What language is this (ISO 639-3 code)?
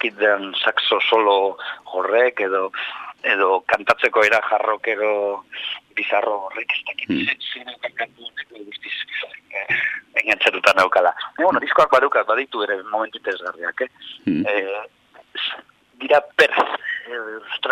eus